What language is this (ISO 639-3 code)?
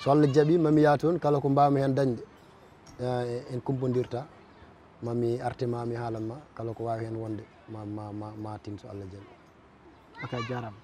ful